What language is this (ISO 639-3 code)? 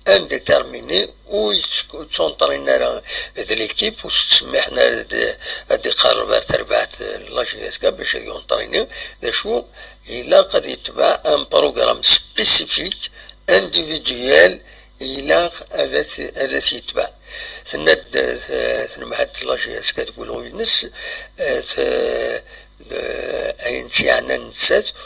kab